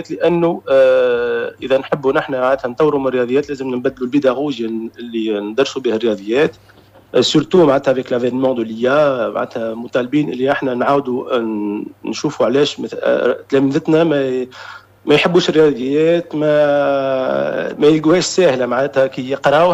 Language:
Tunisian Arabic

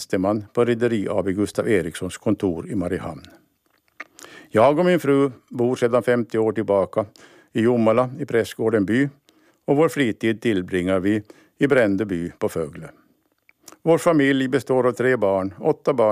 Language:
Swedish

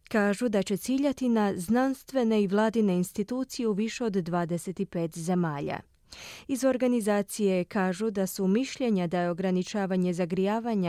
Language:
Croatian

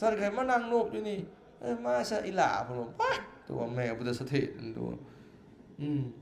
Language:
Lao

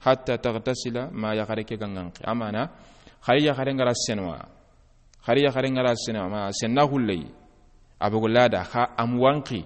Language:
Soninke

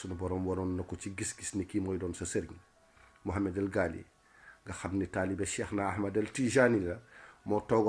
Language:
Wolof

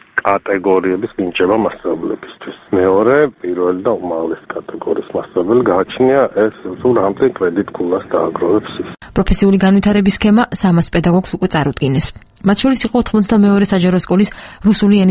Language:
Georgian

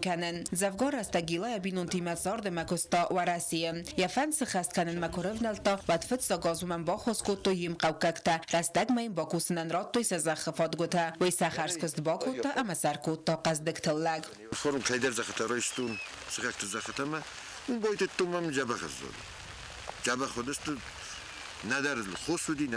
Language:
Ossetic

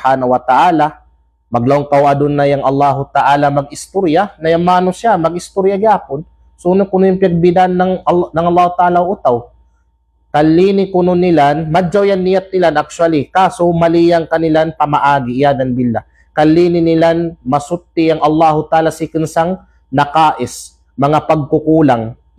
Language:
Kalagan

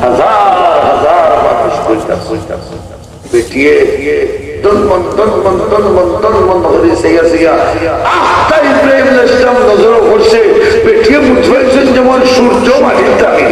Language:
Sylheti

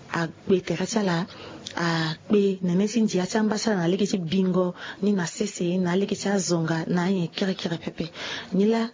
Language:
Sango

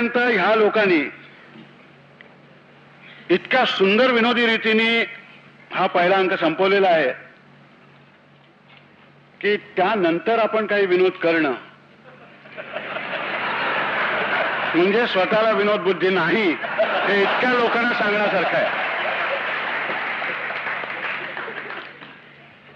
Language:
Marathi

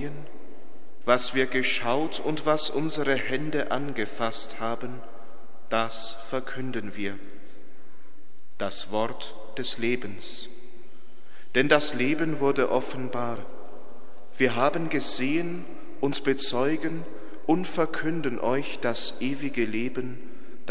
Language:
German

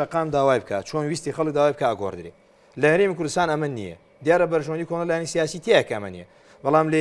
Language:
Central Kurdish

